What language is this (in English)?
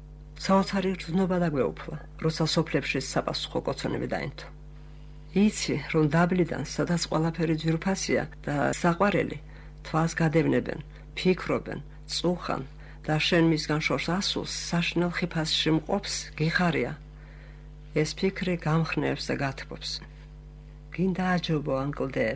Georgian